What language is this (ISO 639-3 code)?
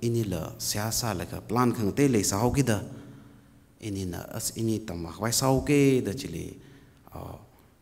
nmf